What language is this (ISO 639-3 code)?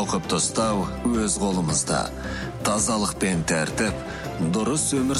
kaz